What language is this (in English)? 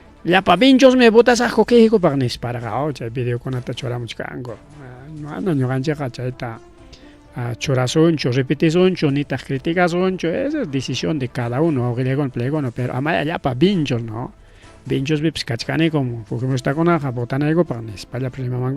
Ayacucho Quechua